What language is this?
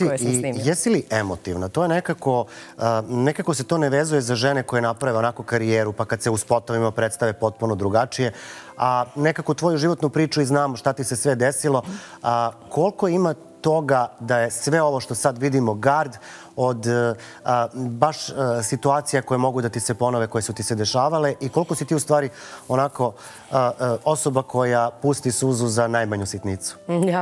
Serbian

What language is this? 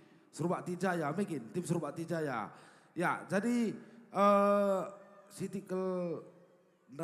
Batak Karo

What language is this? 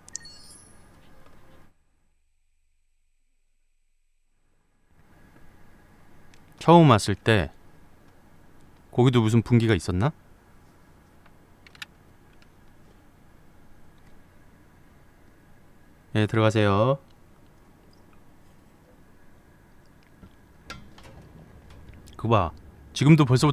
Korean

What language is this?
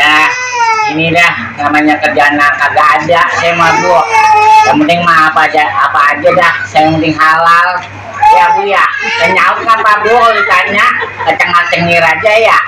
Betawi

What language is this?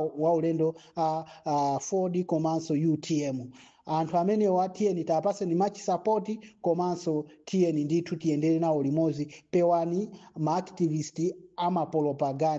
Nyanja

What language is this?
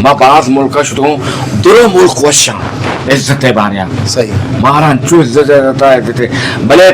Eastern Balochi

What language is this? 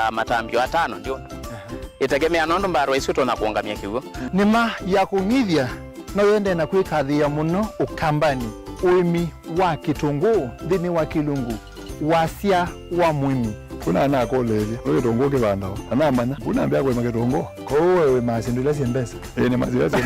Kamba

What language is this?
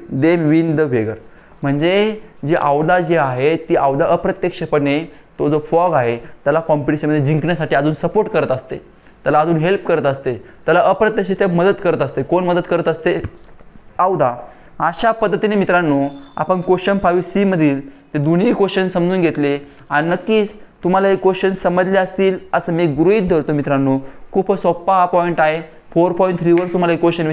Marathi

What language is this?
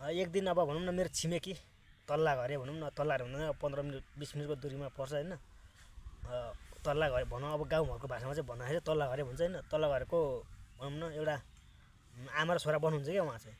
Nepali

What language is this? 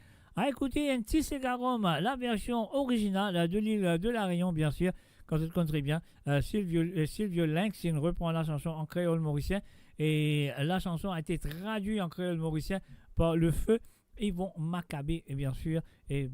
Morisyen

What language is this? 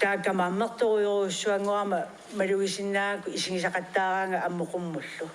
Kalaallisut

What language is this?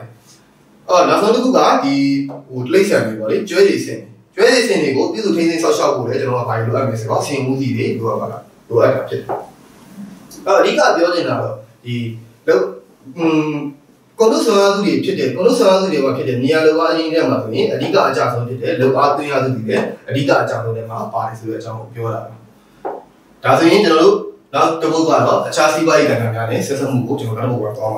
Burmese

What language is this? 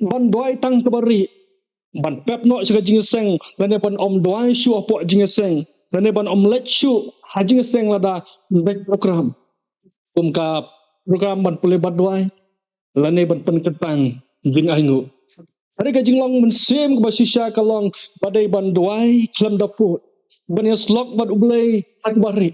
Khasi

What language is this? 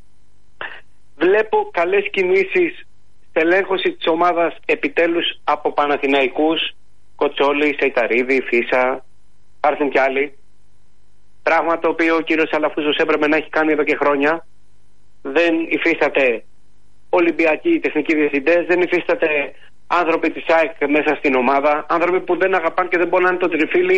Greek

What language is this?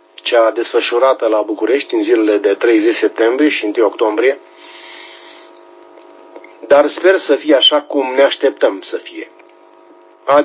Romanian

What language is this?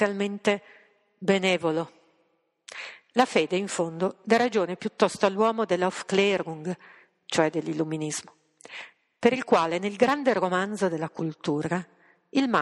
Italian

